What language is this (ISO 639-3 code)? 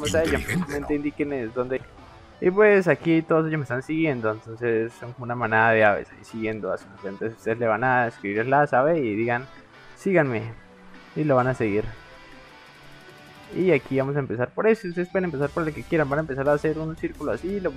spa